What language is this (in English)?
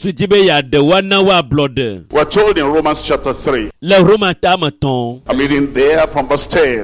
Ewe